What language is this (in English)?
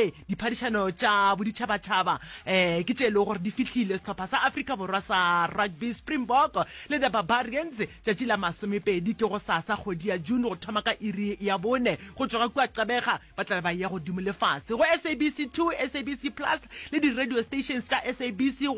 Northern Sotho